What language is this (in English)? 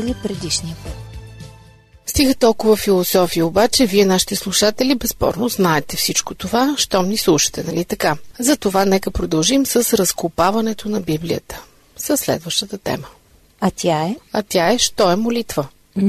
Bulgarian